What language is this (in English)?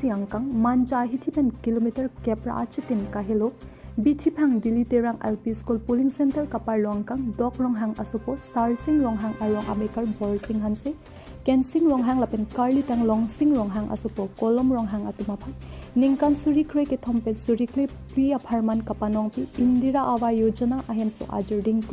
Karbi